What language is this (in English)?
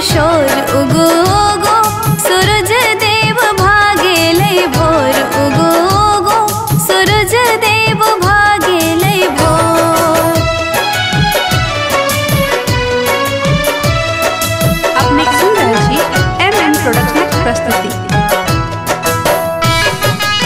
Maithili